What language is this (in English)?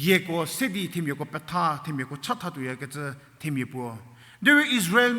Angami Naga